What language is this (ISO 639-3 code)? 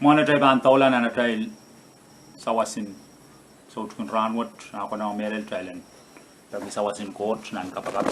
pon